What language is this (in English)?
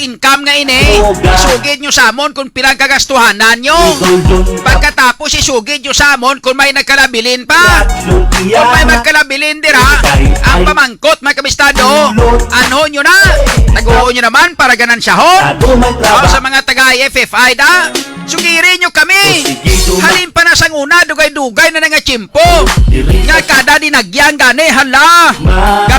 Hiligaynon